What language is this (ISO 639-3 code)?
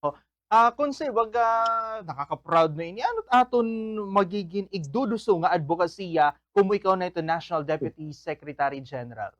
war